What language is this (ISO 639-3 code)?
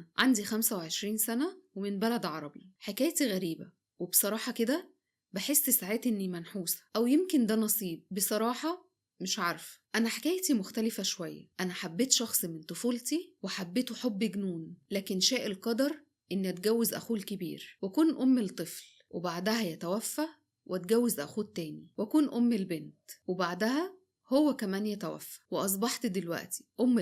arz